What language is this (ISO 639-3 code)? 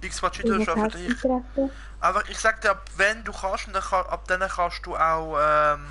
gsw